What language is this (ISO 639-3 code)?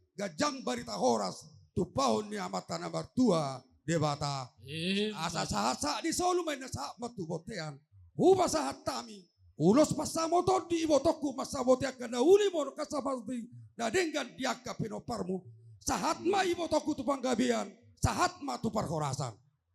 bbc